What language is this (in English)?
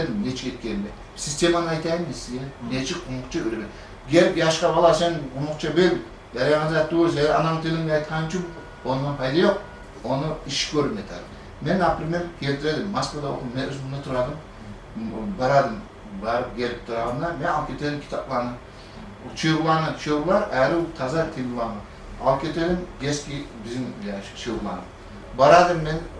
Kumyk